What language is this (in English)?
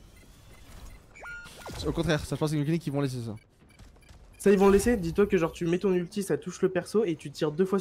French